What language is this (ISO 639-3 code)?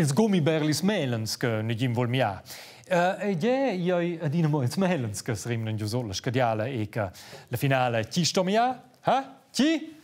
roh